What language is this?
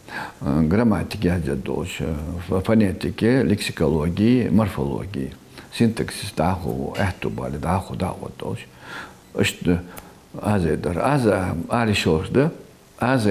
Ingush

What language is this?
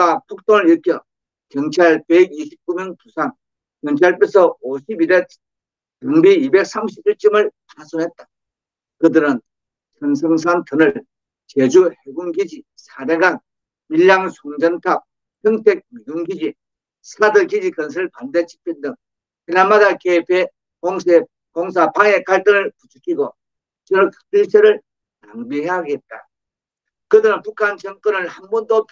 Korean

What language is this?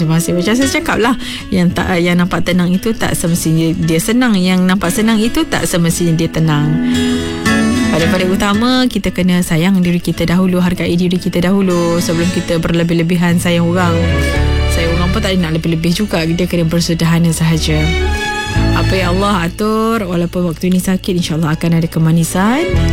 Malay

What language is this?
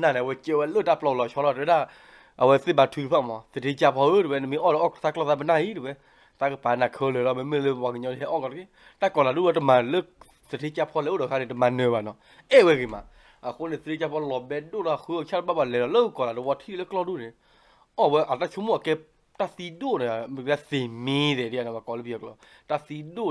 S'gaw Karen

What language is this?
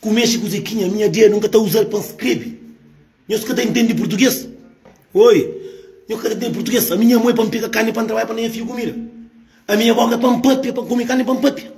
Kabuverdianu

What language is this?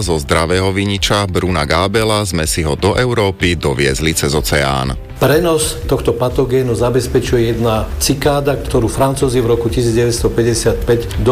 Slovak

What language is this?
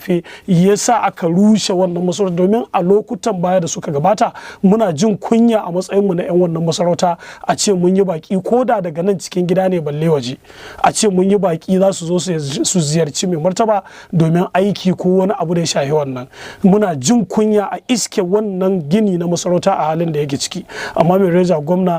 Hausa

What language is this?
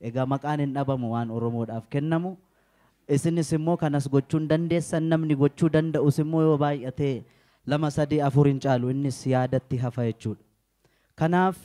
Oromo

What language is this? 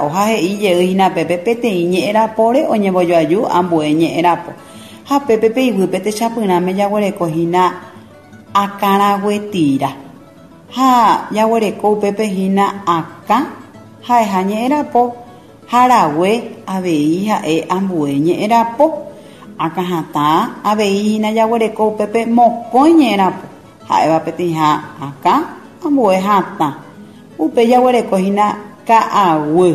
Guarani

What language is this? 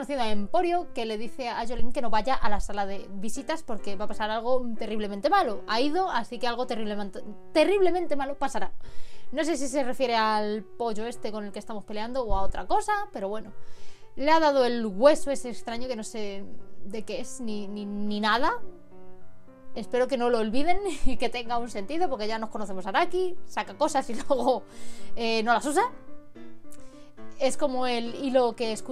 Spanish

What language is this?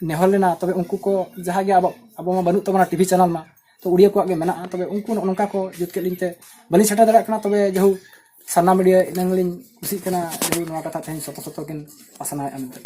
Santali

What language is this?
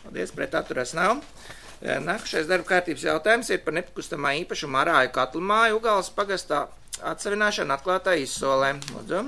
Latvian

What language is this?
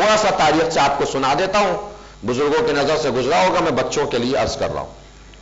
Urdu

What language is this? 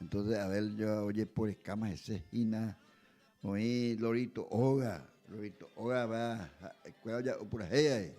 Guarani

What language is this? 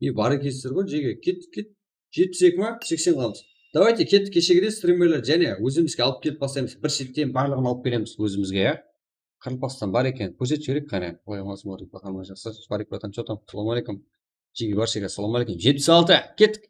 Kara-Kalpak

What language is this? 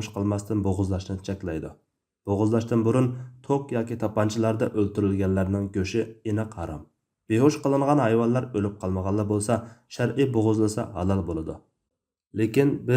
Uyghur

